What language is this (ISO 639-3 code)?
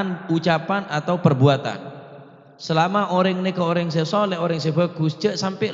mad